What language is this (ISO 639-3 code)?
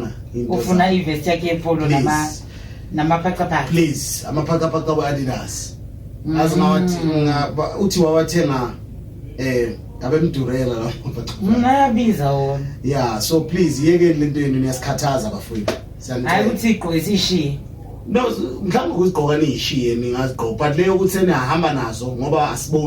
zul